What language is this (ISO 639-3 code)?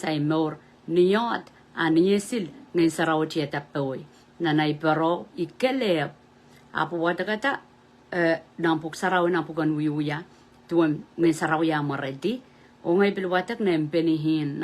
pon